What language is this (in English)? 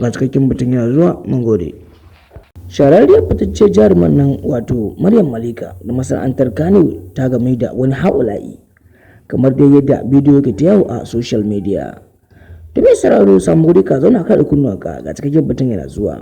Hausa